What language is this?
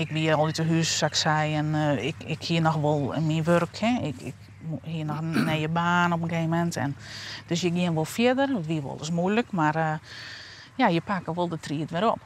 Western Frisian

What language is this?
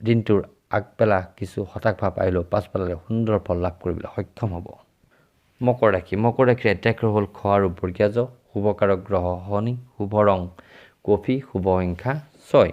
Assamese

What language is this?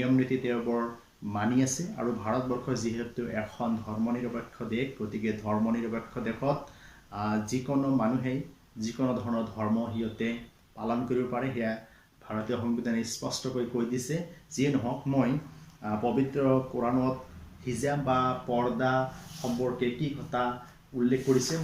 Assamese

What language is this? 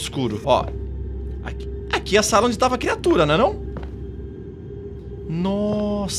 Portuguese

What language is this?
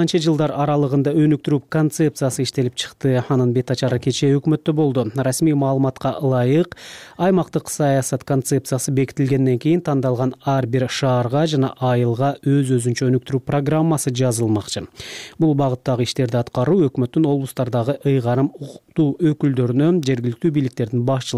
Kyrgyz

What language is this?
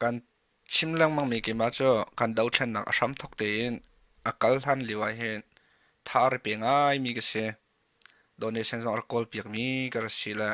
Hakha Chin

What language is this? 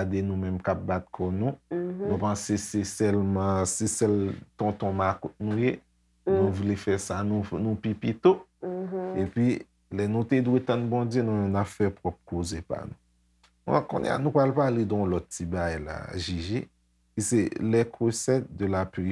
Haitian Creole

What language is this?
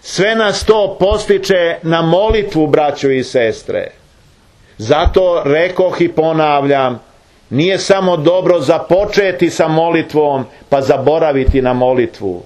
Serbian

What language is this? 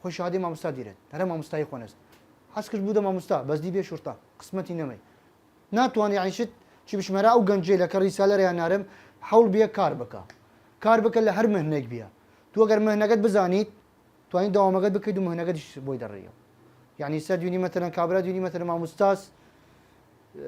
Southern Kurdish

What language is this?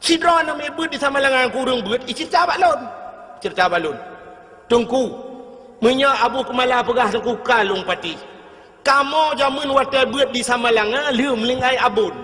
Achinese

